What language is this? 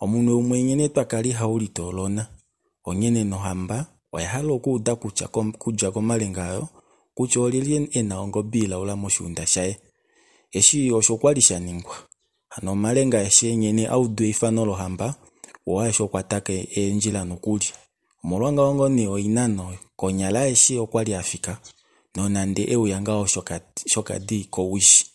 Kuanyama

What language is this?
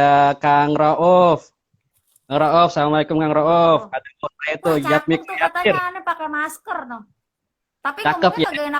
Betawi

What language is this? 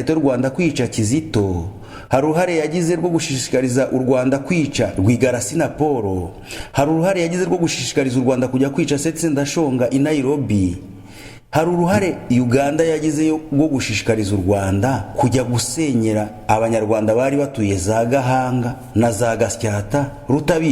Kinyarwanda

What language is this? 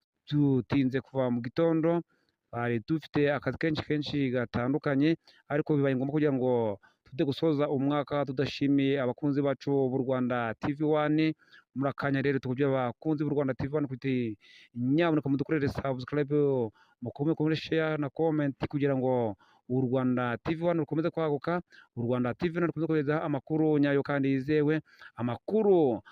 Kinyarwanda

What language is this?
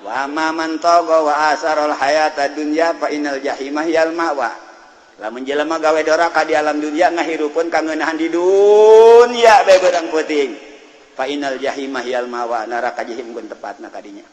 Sundanese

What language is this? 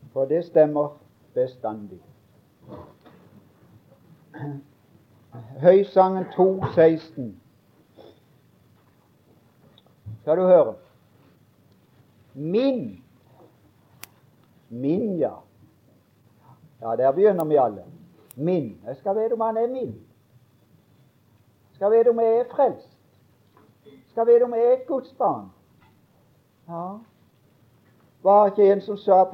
Norwegian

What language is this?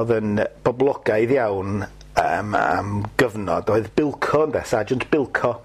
Welsh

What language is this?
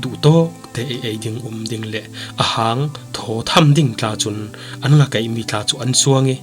Falam Chin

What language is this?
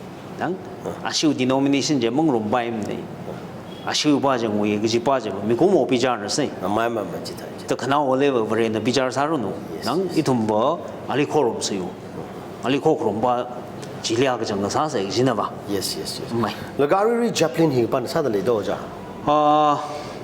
Tangkhul Naga (India)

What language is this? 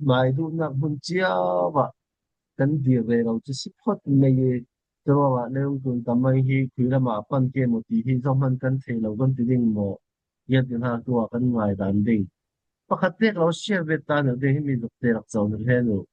Falam Chin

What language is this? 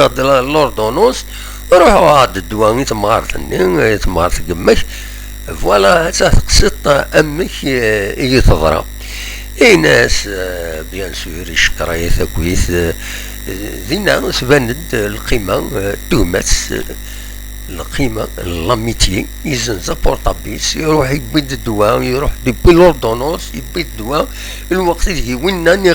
Kabyle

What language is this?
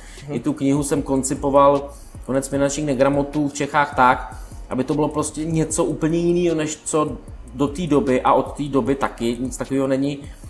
Czech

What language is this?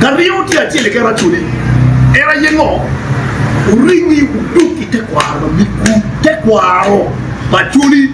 Acoli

